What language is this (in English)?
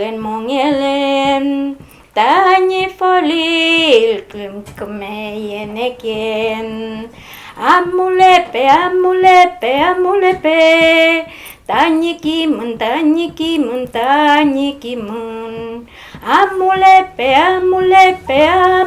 Mapuche